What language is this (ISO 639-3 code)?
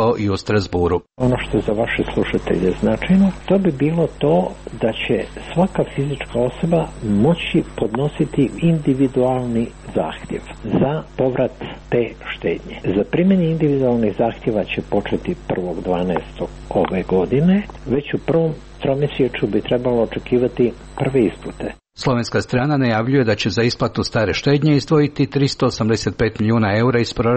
hrv